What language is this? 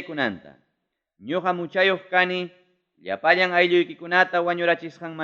Ayacucho Quechua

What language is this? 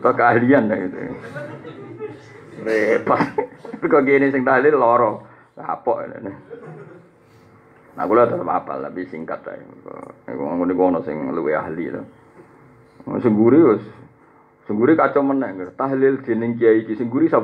Javanese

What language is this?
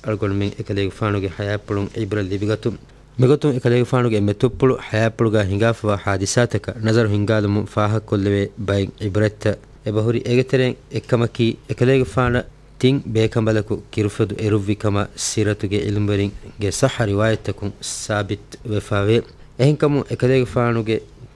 Divehi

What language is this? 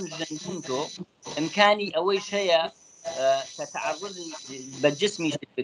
Central Kurdish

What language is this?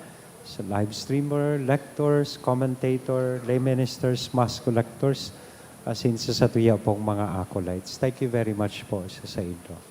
Bikol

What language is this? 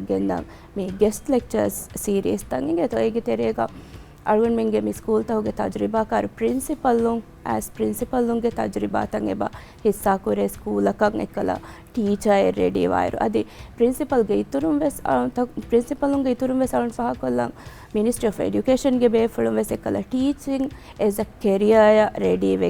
Divehi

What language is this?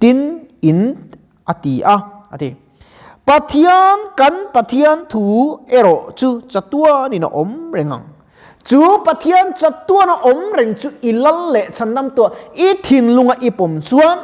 Mizo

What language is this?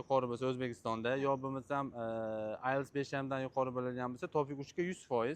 Uzbek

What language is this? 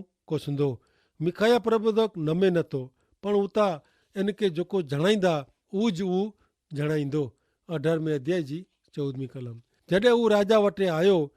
Kachhi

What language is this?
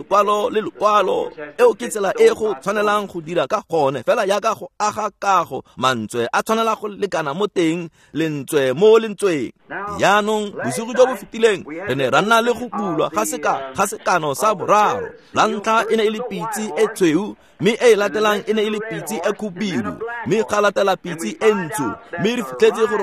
Tswana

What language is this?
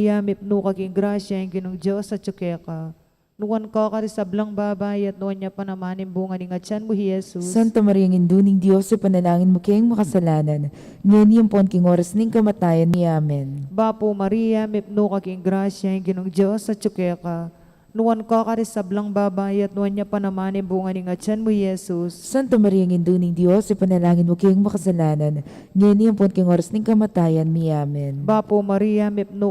Pampanga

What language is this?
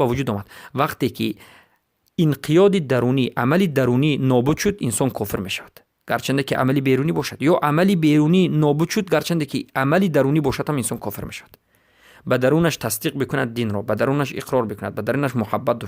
Persian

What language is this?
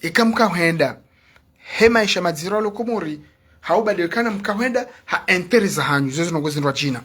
Ngazidja Comorian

